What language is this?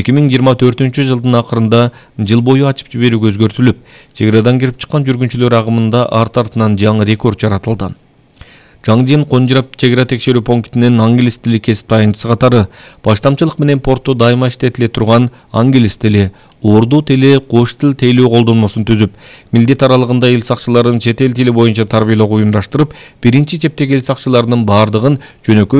Kyrgyz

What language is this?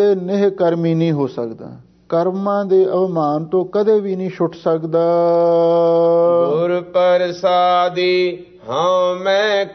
Punjabi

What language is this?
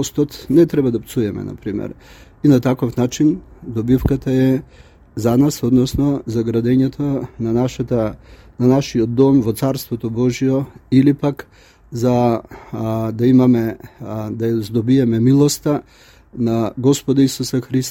Macedonian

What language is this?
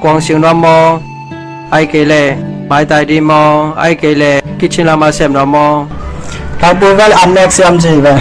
Tedim Chin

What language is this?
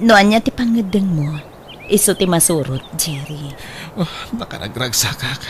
Iloko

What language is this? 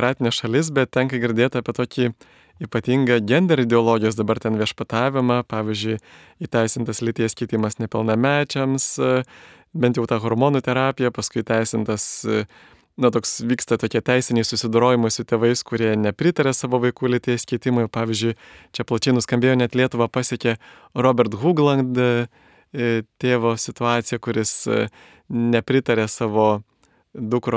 Lithuanian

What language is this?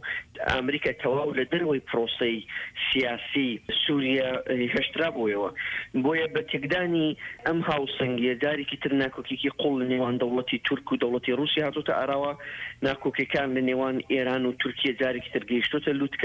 Central Kurdish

